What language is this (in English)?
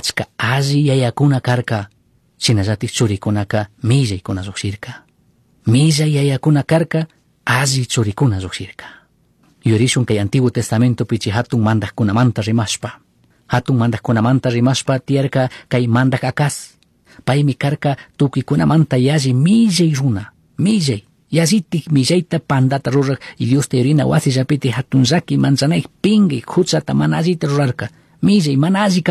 Chimborazo Highland Quichua